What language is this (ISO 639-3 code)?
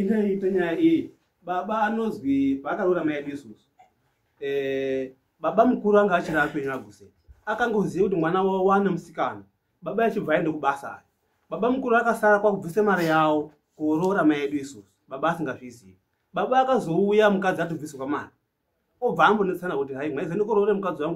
sna